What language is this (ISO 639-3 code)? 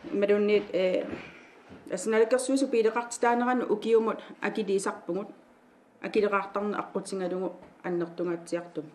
kal